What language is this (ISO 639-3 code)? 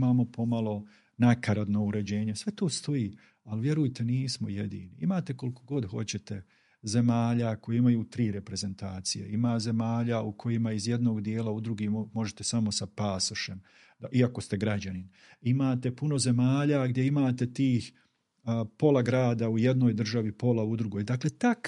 bos